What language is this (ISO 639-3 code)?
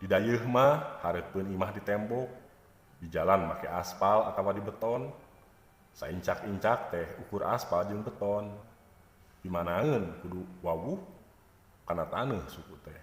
sun